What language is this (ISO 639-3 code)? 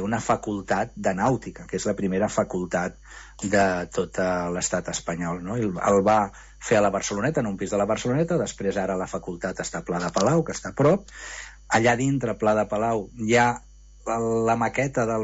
cat